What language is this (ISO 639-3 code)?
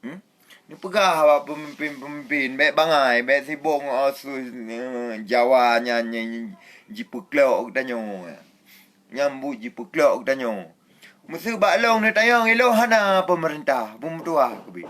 ace